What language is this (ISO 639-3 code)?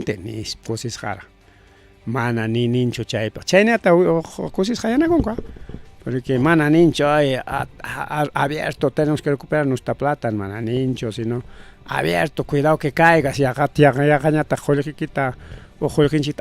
quy